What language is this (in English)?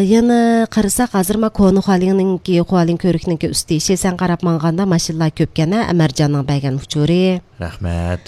Uyghur